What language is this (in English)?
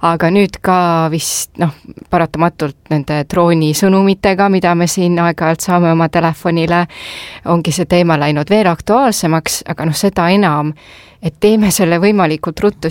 Estonian